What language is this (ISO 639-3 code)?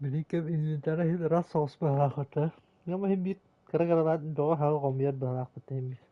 sah